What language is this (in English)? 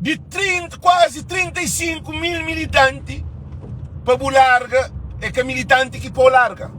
Kabuverdianu